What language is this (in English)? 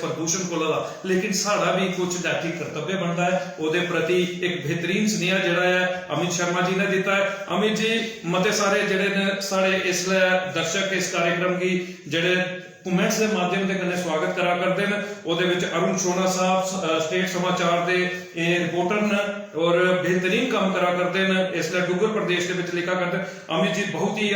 Dogri